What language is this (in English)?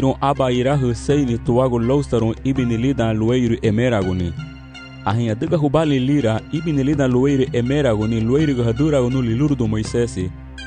Garifuna